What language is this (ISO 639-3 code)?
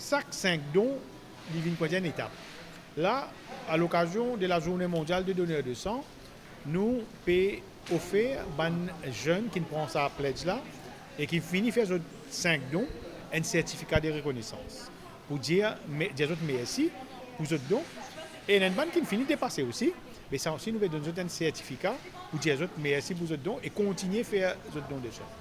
mfe